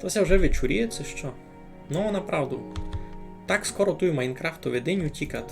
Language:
Rusyn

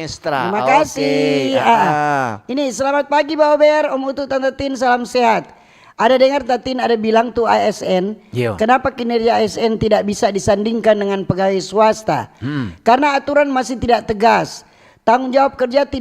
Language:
Manado Malay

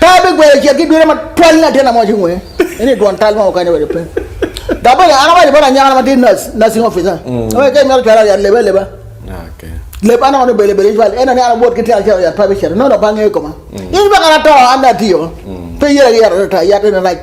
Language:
Acoli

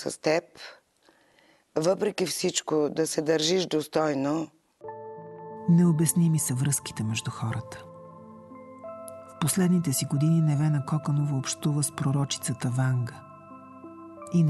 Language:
Bulgarian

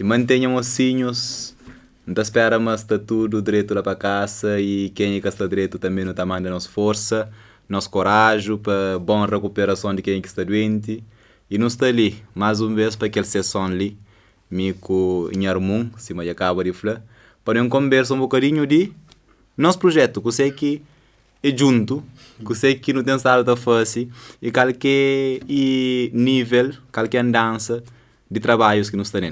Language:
Kabuverdianu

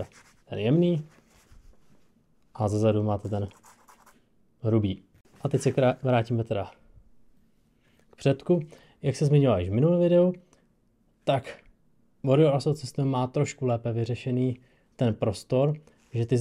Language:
Czech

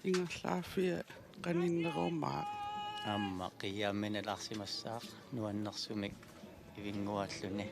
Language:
Kalaallisut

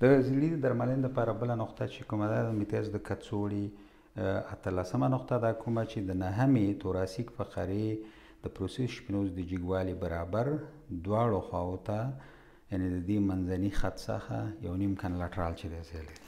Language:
Pashto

